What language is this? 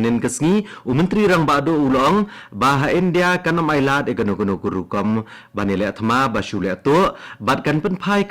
Khasi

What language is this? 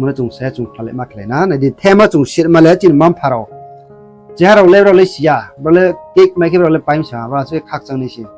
Riang (India)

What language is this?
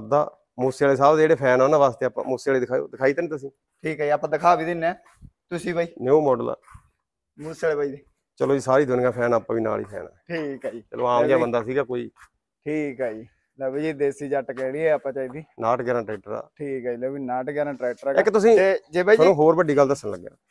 Punjabi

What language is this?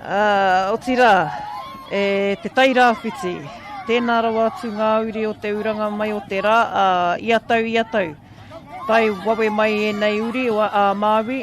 Māori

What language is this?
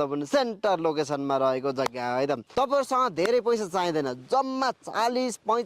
Nepali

